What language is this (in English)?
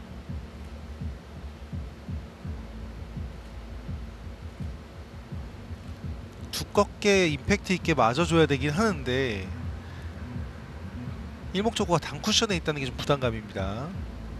Korean